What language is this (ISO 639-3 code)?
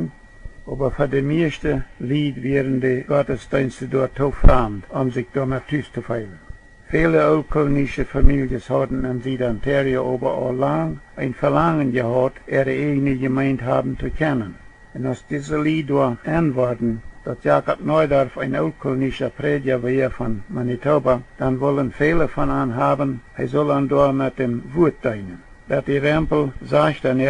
pdt